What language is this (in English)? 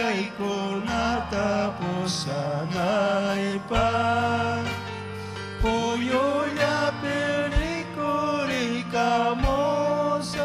Ayacucho Quechua